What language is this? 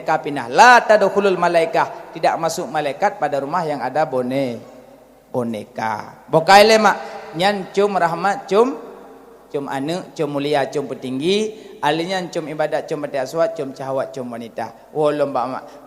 Achinese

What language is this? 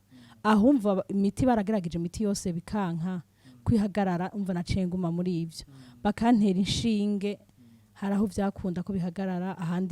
Rundi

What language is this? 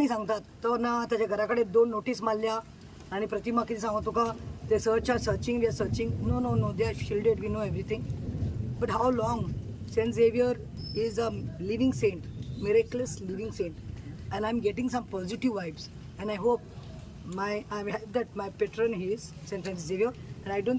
Konkani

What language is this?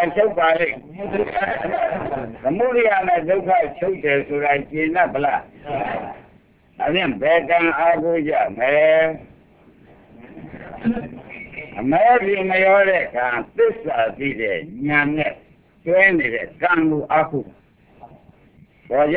Burmese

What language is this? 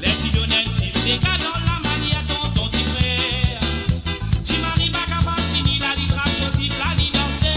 Morisyen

